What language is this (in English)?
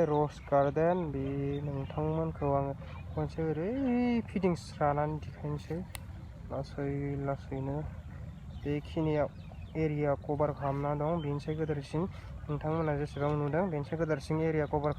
Bodo